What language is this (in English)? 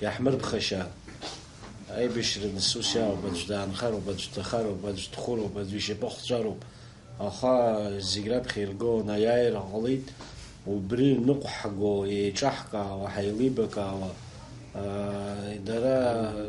Abkhazian